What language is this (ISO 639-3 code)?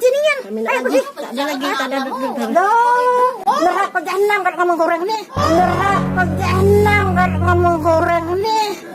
mui